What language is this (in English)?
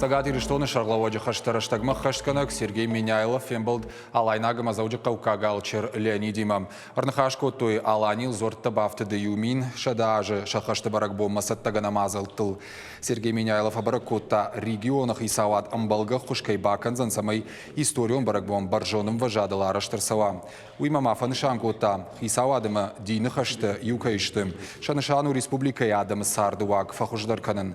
Ossetic